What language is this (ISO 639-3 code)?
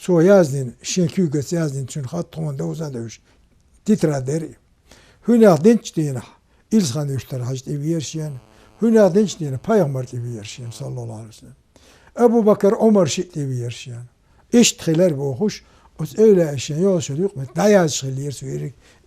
che